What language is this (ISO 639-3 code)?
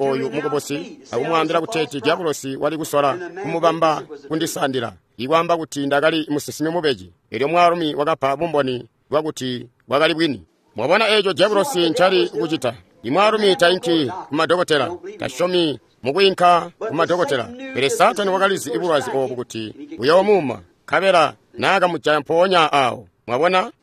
toi